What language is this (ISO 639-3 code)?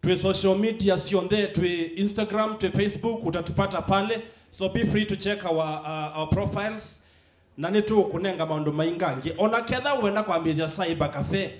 kam